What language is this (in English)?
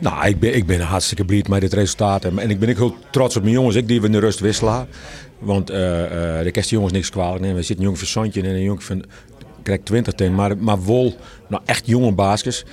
Western Frisian